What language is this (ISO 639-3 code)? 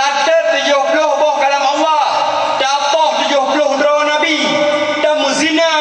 ace